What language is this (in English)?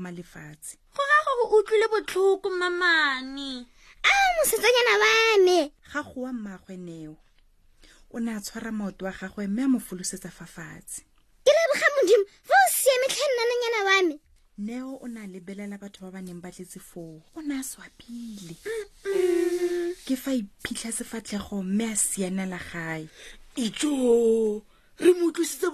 Tswana